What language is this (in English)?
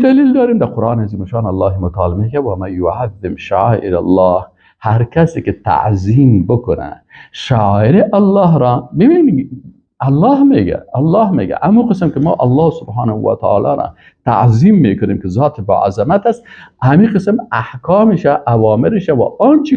Persian